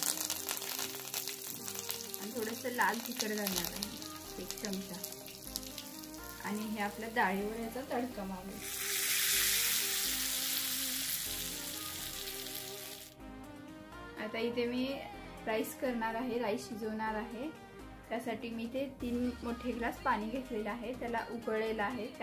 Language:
Marathi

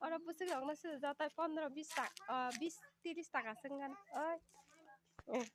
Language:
Kok Borok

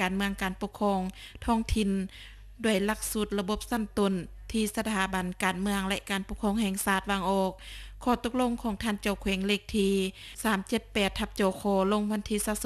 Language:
Lao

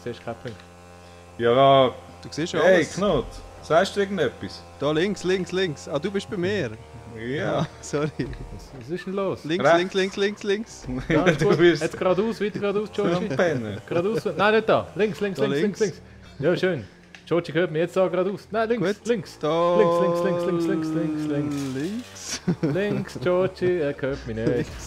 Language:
Swiss German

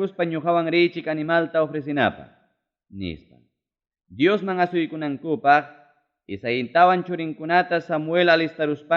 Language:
Ayacucho Quechua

